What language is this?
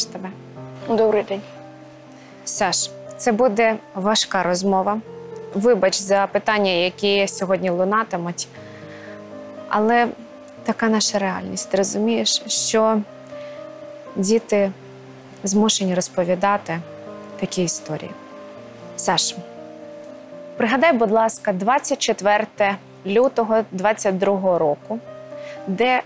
Ukrainian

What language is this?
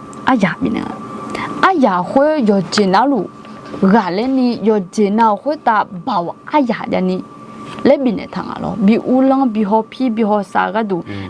Akha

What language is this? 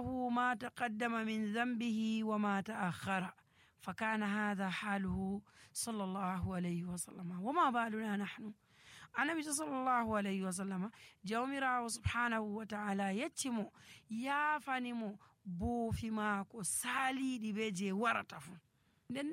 Nigerian Fulfulde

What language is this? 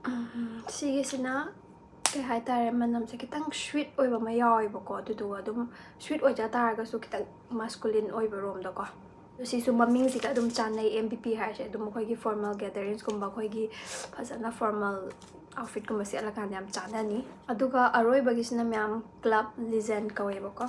Manipuri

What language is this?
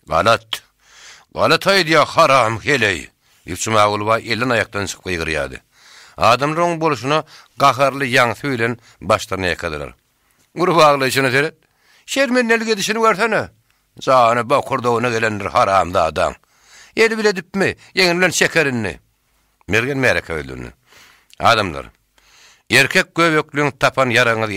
Turkmen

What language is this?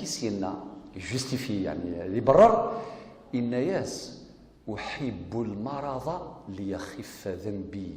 Kabyle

